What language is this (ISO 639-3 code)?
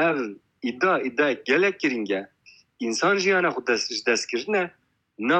kur